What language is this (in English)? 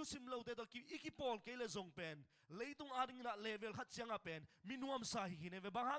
Tedim Chin